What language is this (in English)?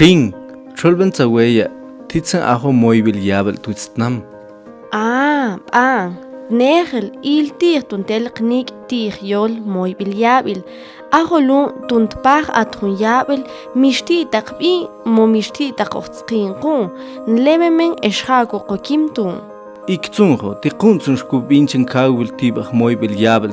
Mam